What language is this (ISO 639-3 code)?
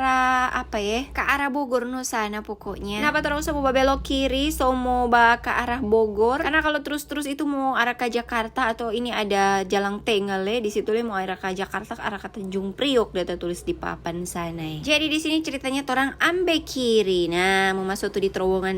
xmm